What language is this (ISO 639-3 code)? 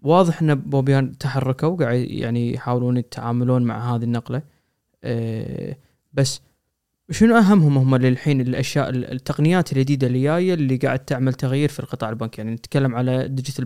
afb